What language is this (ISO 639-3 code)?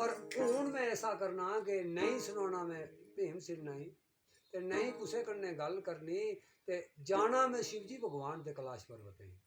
doi